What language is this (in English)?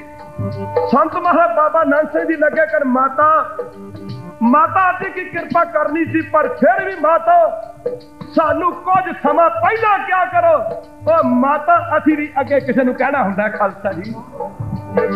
Punjabi